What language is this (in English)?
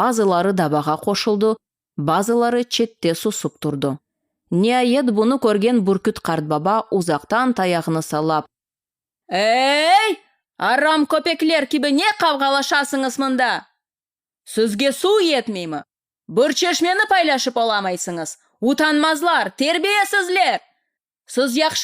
Crimean Tatar